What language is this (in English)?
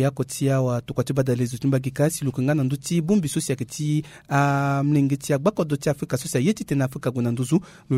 Sango